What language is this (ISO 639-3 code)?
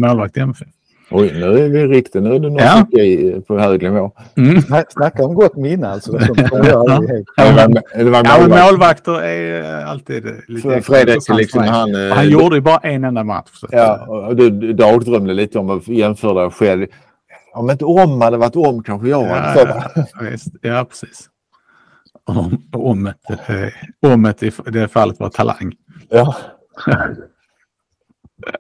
swe